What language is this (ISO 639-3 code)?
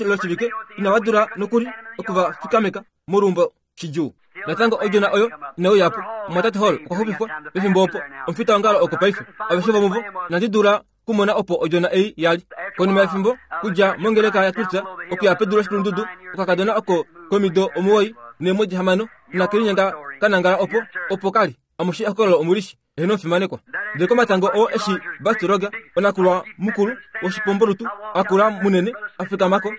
kua